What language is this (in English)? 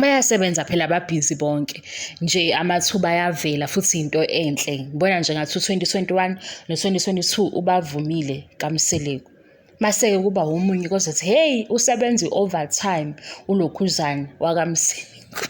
Zulu